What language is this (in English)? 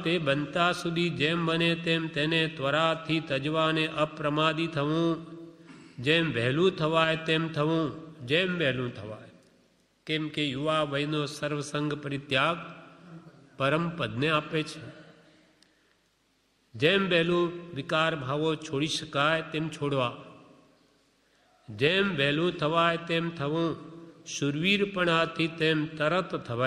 Gujarati